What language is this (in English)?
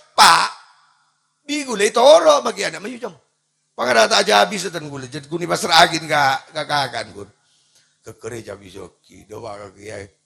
Madurese